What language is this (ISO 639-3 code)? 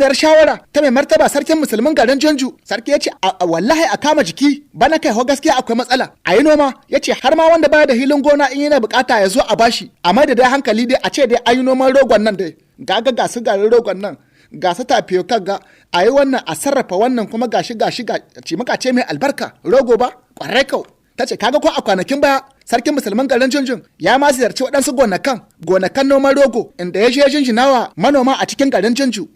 hau